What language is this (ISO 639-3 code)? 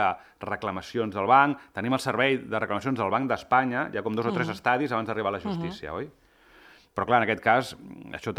cat